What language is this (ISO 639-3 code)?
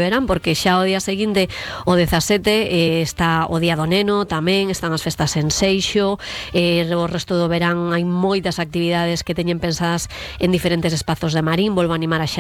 glg